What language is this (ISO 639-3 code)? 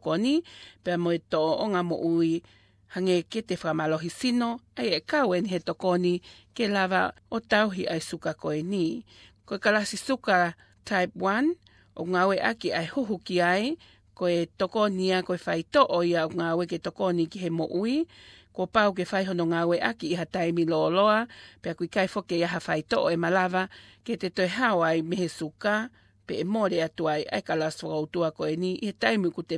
ton